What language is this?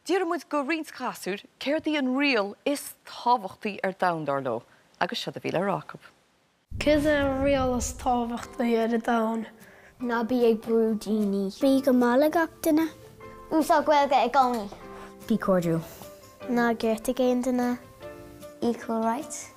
Irish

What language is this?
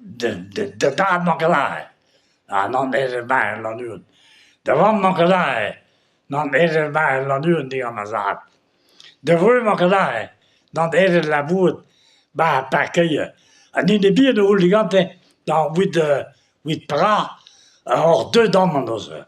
Breton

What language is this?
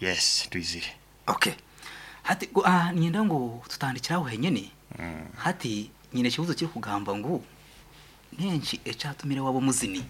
Nyankole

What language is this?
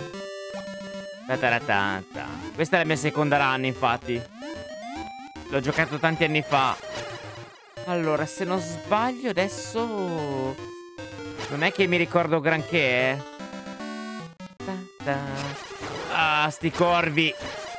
Italian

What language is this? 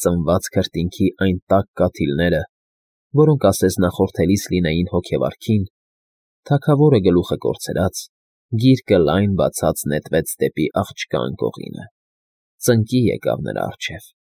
Armenian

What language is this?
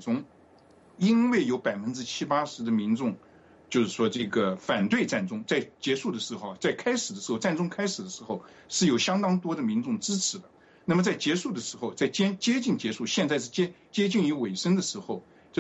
Chinese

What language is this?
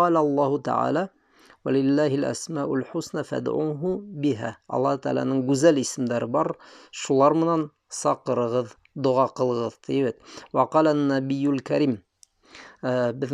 Bashkir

